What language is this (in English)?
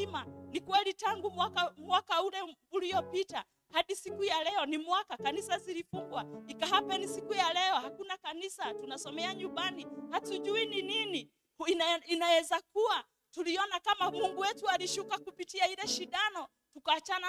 Swahili